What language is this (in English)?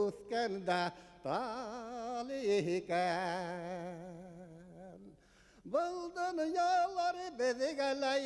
Bashkir